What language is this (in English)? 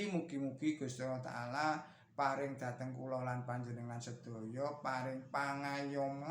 Javanese